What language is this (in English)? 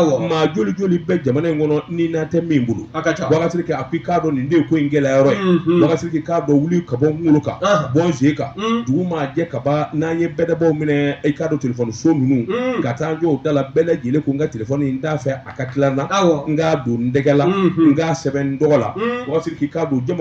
Bambara